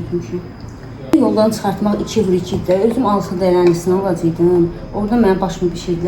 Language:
Azerbaijani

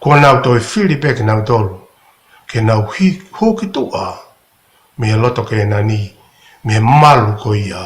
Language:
Tongan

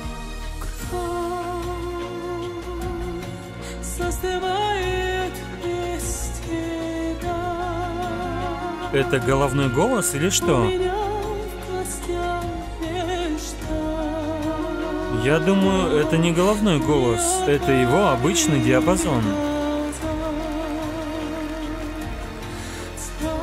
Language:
Russian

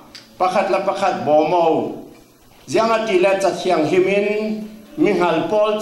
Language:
Falam Chin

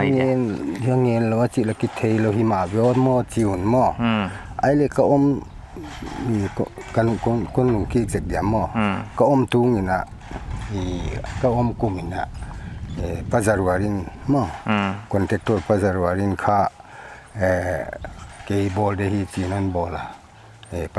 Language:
Paite Chin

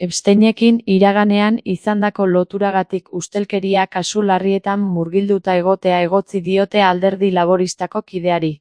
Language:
Basque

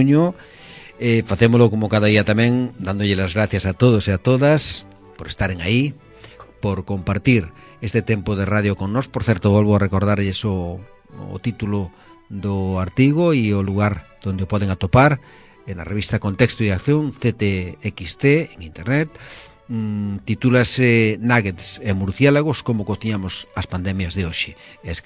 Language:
Galician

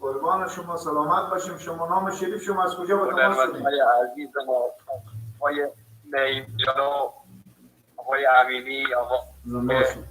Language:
Persian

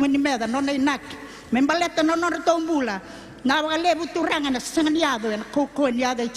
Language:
Fijian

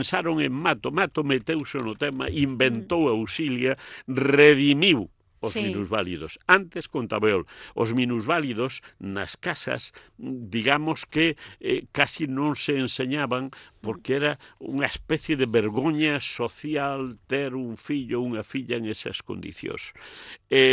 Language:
Galician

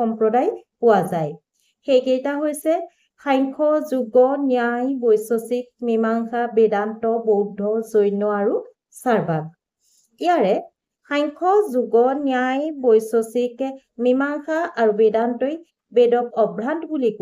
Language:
Assamese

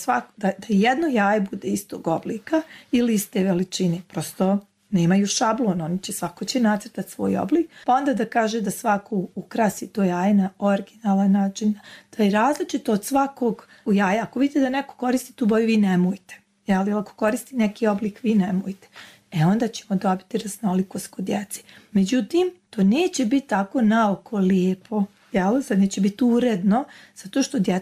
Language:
Croatian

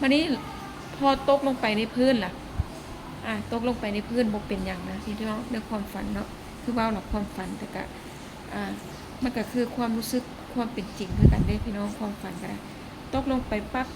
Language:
Lao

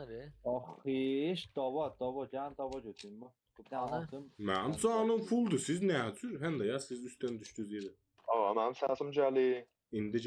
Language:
South Azerbaijani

